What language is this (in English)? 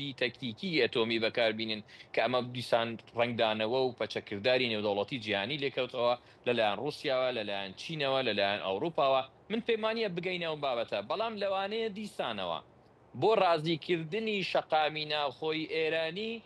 Central Kurdish